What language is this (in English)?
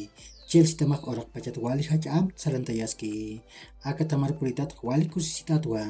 Aymara